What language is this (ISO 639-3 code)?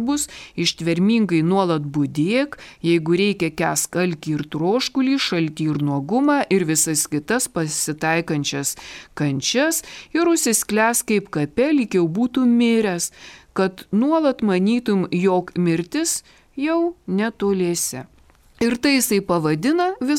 lit